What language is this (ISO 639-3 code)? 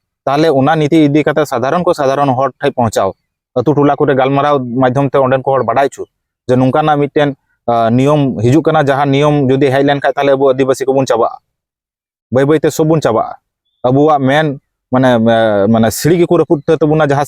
sat